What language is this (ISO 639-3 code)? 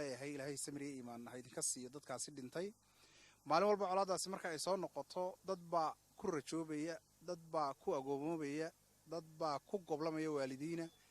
som